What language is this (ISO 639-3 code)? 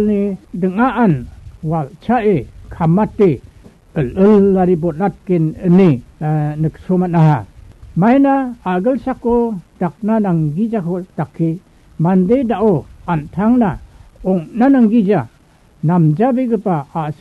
grt